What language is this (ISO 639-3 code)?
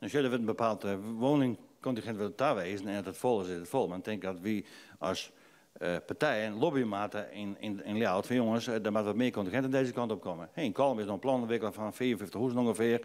fry